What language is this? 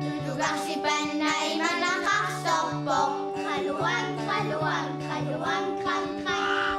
Kalaallisut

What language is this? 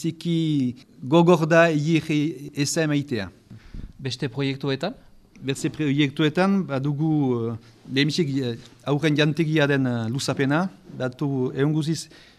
Basque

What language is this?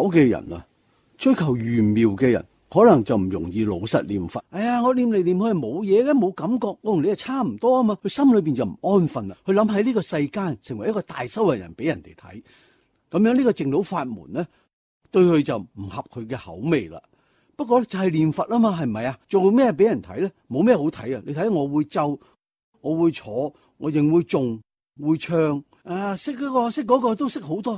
Cantonese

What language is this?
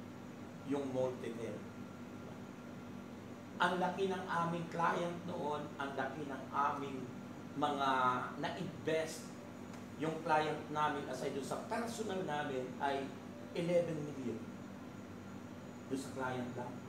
Filipino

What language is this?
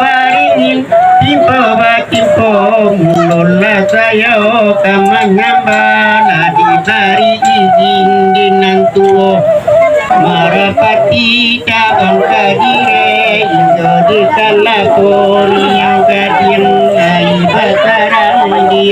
Minangkabau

